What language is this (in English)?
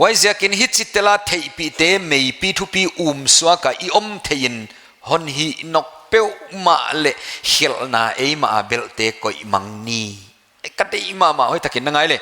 Paite Chin